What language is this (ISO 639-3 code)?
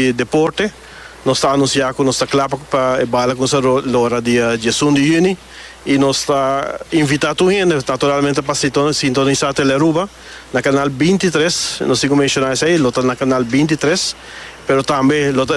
pap